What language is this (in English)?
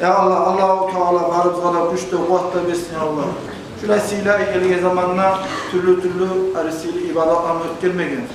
Kumyk